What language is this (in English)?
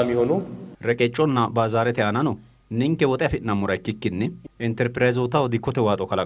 Sidamo